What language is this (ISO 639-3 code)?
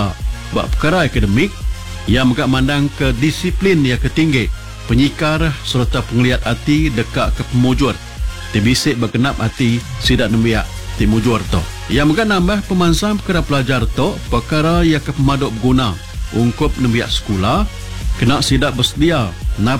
iba